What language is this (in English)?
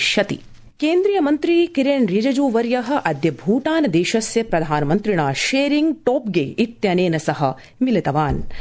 Sanskrit